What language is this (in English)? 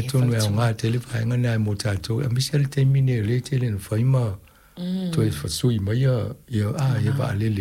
Samoan